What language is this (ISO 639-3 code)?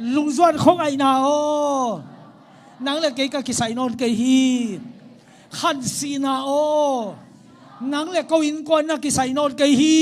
ctd